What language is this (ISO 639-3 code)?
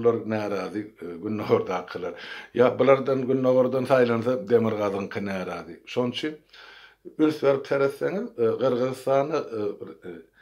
tuk